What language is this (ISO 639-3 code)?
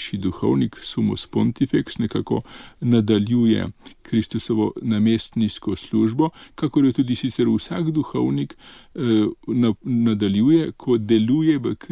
slv